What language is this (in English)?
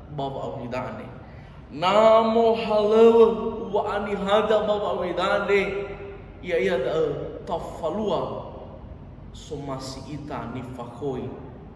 Nias